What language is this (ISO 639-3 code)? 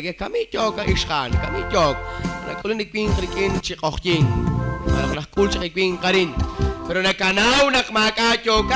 kek